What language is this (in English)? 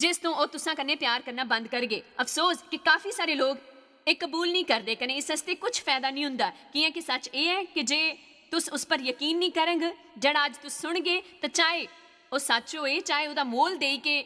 Dogri